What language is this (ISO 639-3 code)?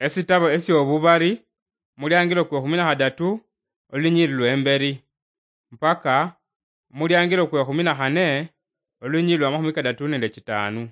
luy